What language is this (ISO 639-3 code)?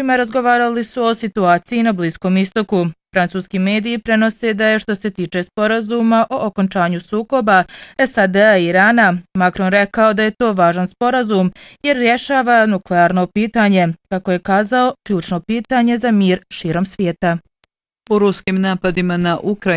bos